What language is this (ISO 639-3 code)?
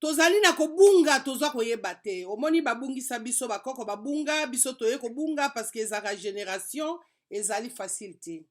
lin